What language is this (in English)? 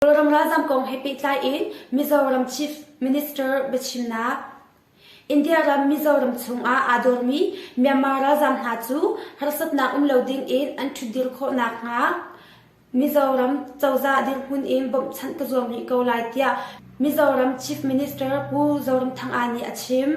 Hakha Chin